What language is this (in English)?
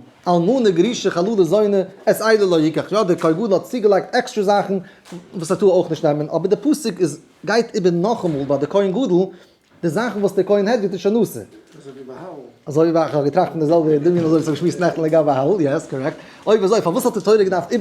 Yiddish